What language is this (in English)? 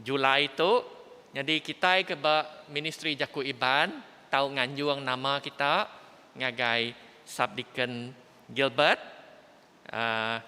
Iban